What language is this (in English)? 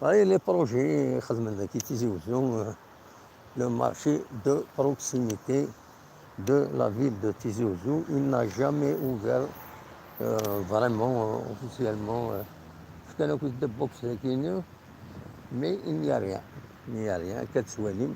Kabyle